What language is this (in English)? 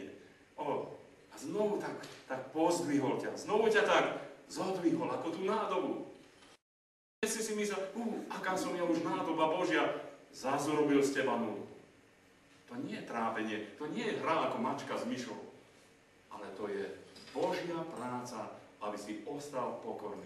Slovak